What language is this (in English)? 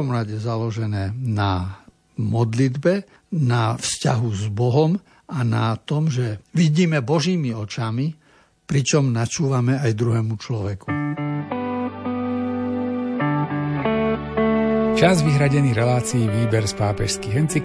Slovak